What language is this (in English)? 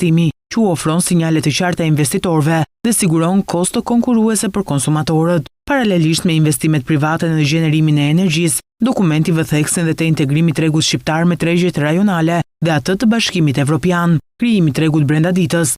Albanian